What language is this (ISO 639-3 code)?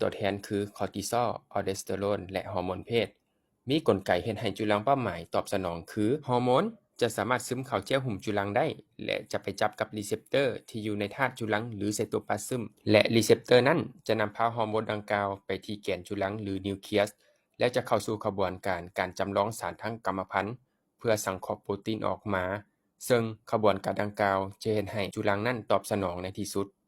lao